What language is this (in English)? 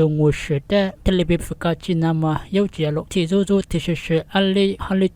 Lisu